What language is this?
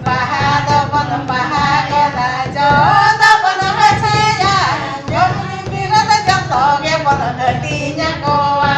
Santali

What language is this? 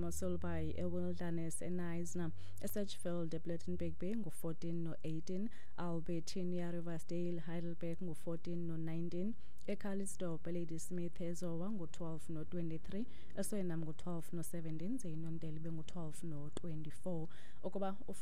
Xhosa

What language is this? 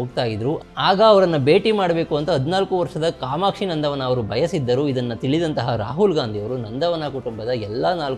Kannada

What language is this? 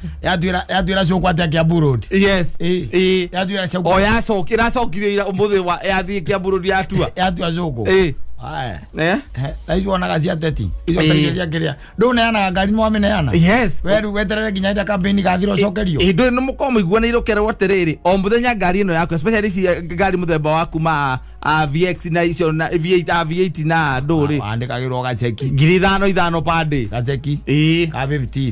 Kikuyu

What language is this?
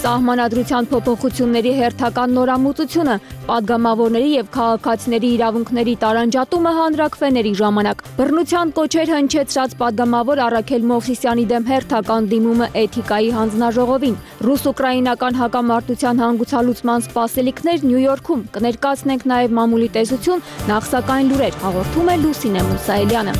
Armenian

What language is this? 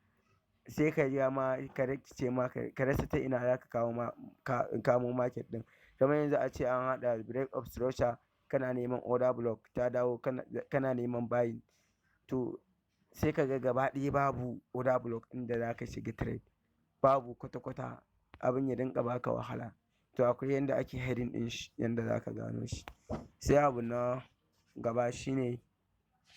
Hausa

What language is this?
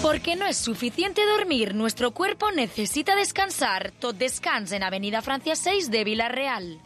Catalan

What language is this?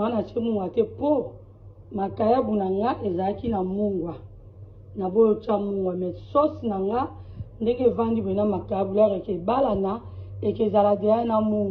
Lingala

